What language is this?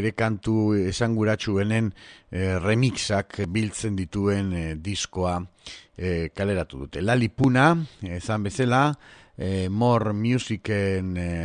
Basque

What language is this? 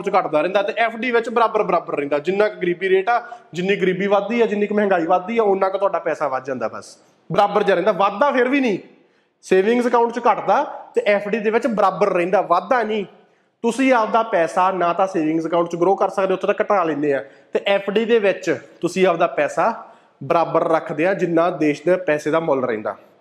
Punjabi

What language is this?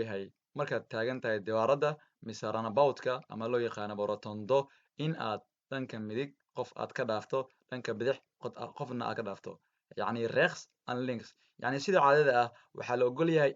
Somali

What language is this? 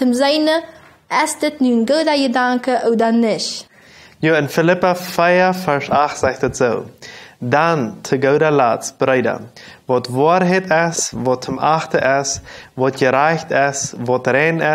Plautdietsch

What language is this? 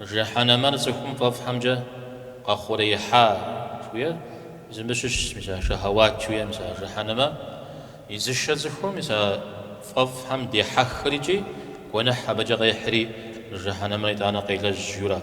Kabardian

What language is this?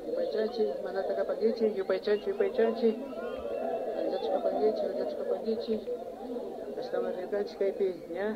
Imbabura Highland Quichua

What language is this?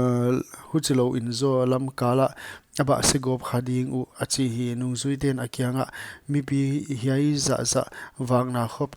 Paite Chin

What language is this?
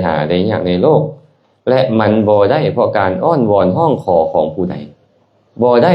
Lao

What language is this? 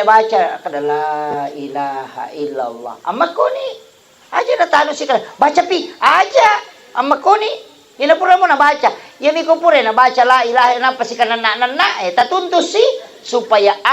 Buginese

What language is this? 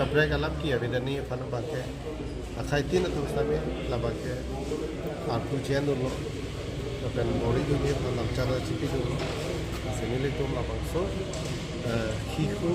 Karbi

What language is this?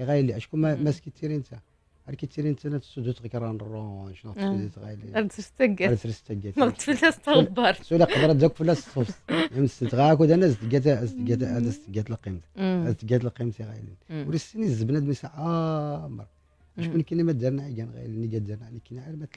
Moroccan Arabic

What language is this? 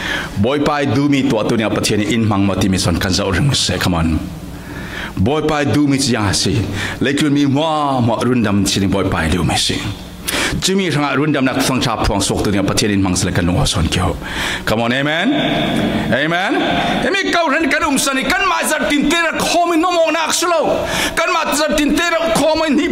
Falam Chin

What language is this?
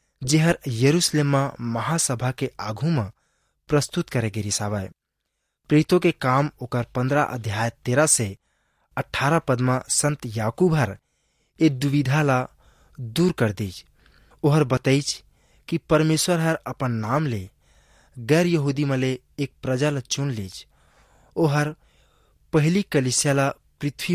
Chhattisgarhi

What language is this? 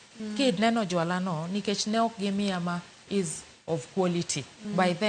Luo (Kenya and Tanzania)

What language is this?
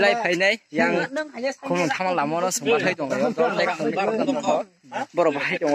Kok Borok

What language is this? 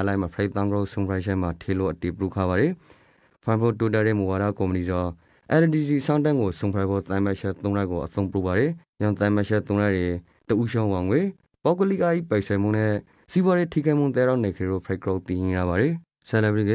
Rakhine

